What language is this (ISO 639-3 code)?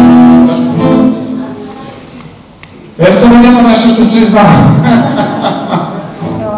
srp